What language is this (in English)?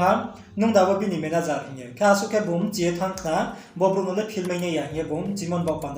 Riang (India)